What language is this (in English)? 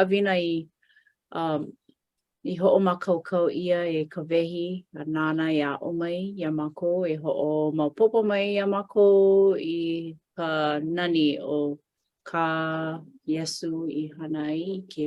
Hawaiian